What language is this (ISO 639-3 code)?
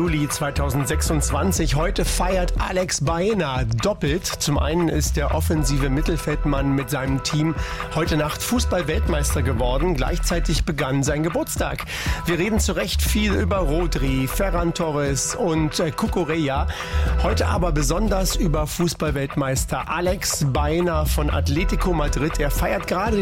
deu